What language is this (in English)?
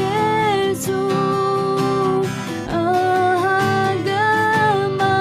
Akha